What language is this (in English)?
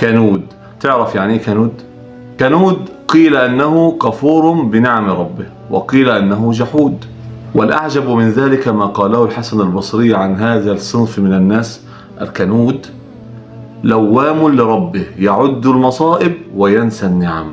Egyptian Arabic